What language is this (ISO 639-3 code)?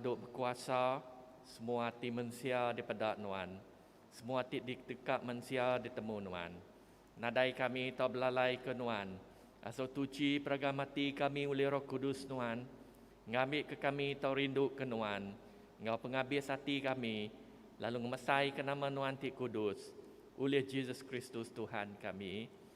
iba